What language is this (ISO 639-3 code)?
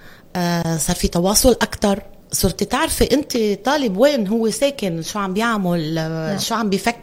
apc